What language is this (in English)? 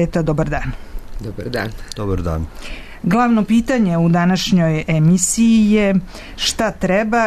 Serbian